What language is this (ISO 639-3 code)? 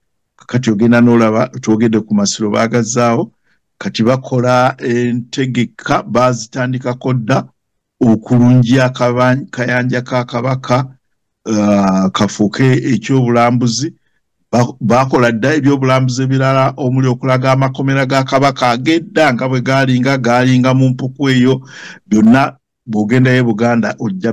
lug